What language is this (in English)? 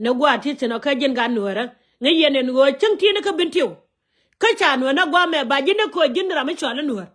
Nuer